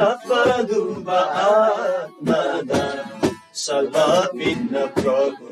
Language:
Eastern Tamang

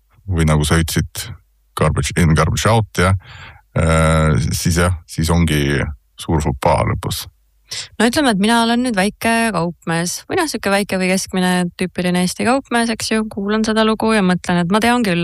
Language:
Estonian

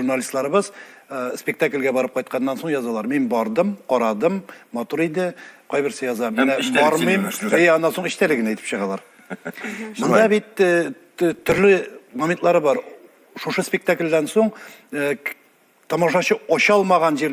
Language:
Tatar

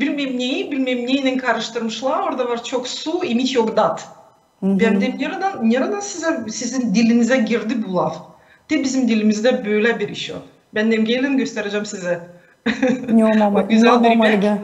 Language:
Gagauz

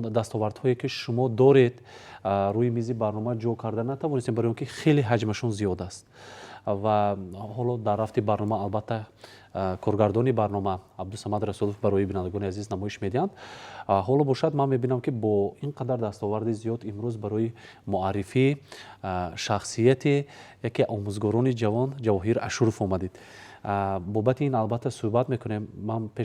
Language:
Tajik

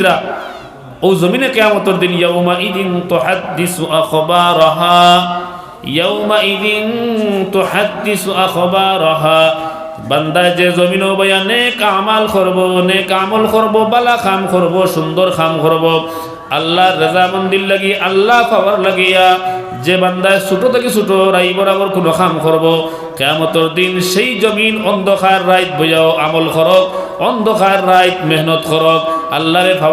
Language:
Sylheti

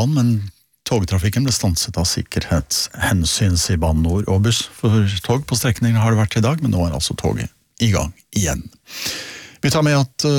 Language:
Norwegian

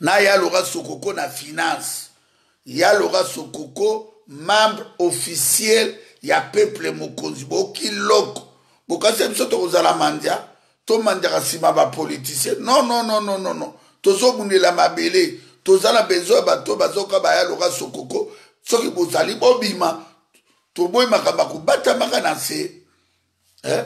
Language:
Lingala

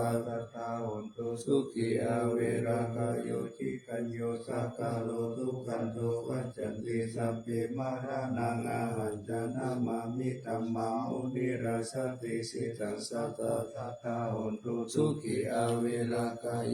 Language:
Pali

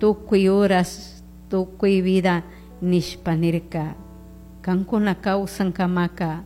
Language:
Chimborazo Highland Quichua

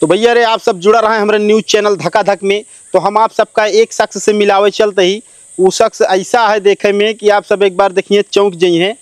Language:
Awadhi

